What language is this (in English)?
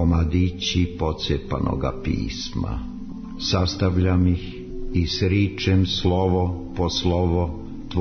Serbian